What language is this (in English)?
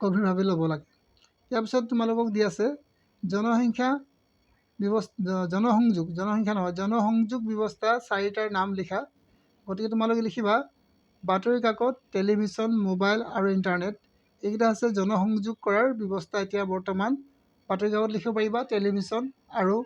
Assamese